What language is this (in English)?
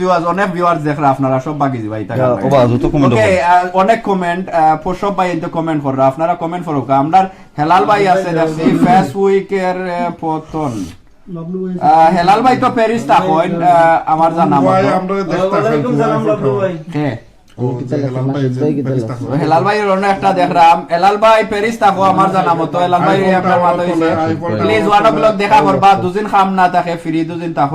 Sylheti